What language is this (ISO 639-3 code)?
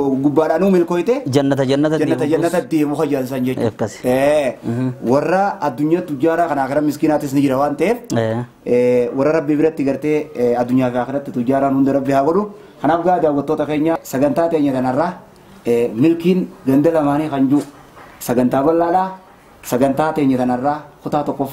orm